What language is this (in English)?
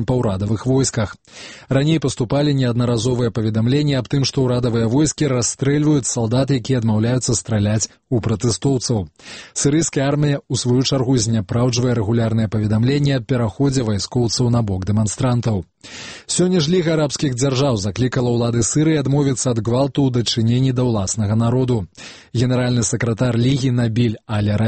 Belarusian